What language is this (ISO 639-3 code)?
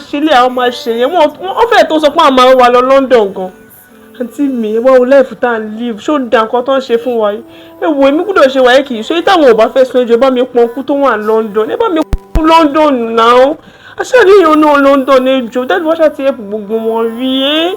yor